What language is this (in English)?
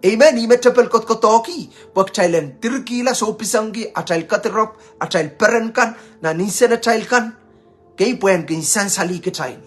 Pohnpeian